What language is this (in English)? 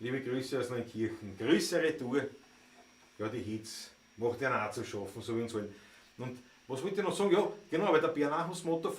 Bavarian